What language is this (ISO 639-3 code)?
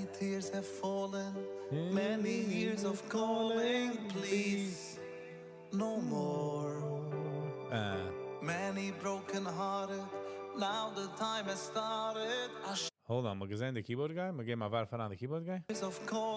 yid